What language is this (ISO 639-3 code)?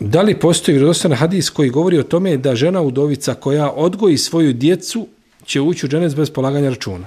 bos